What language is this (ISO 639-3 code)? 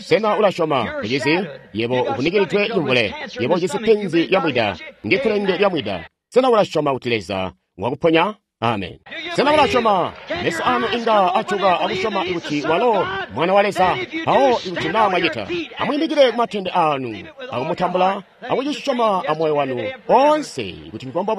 toi